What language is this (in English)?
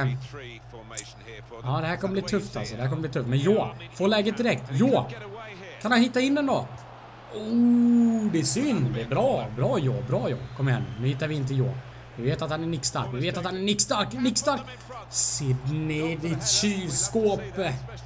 Swedish